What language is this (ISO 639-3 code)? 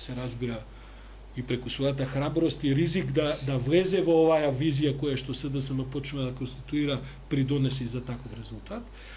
mkd